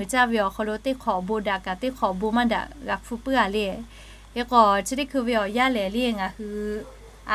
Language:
Lahu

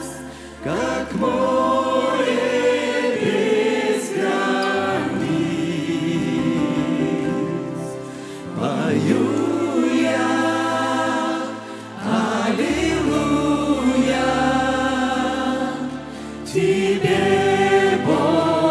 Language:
Russian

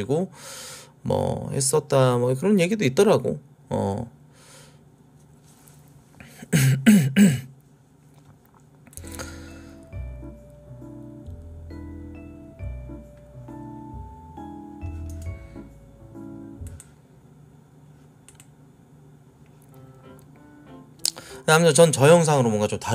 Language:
Korean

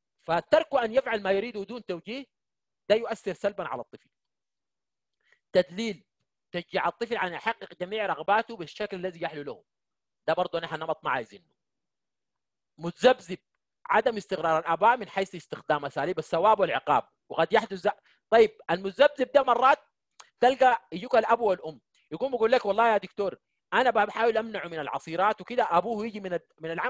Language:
Sudanese Arabic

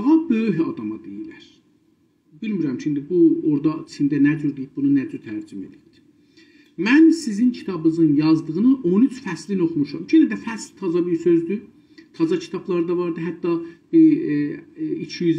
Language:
South Azerbaijani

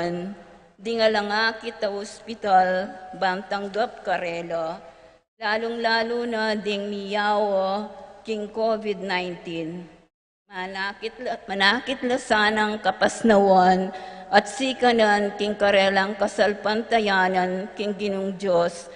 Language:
Pampanga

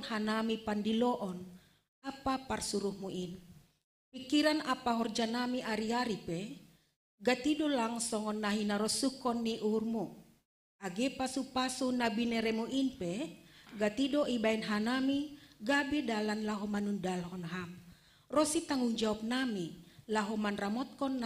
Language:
Batak Simalungun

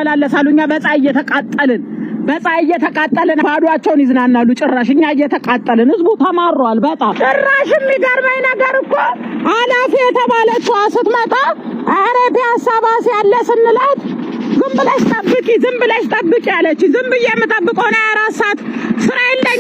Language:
Amharic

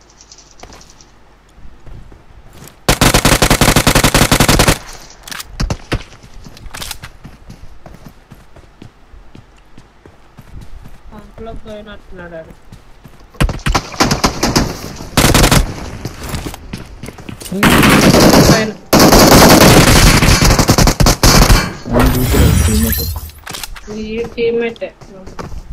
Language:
Telugu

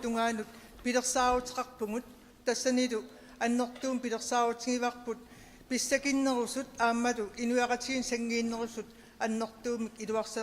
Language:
Kalaallisut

